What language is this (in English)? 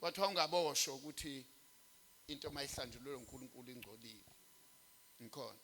Zulu